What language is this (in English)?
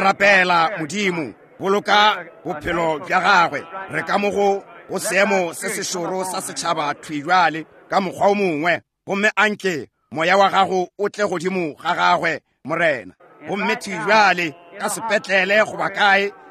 Northern Sotho